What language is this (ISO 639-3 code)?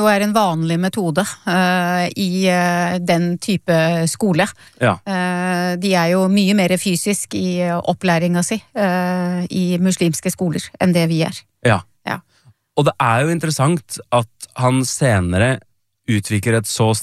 nor